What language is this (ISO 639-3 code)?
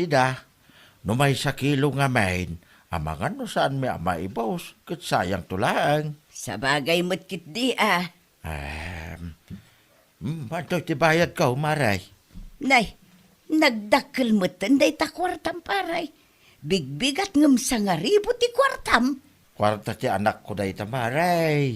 ilo